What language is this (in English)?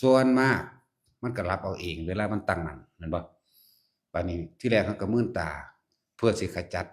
Lao